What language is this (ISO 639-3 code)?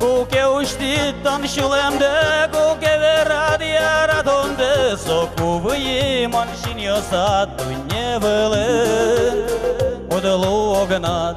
udm